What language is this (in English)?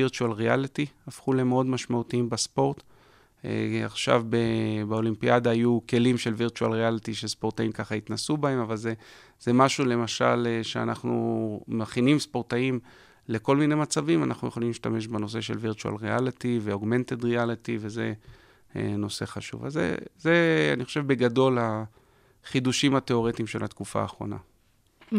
Hebrew